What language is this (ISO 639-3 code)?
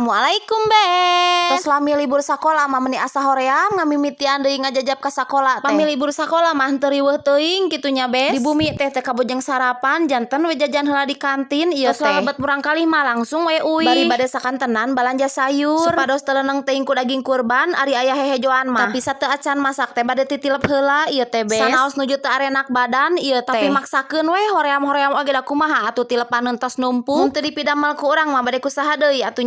sun